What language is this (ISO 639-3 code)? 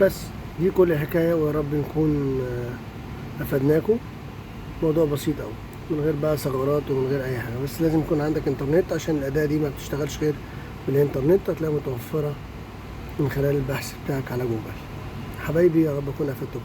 arz